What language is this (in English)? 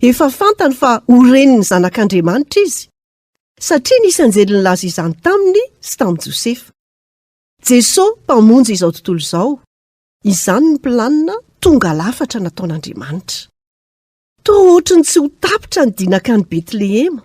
Malagasy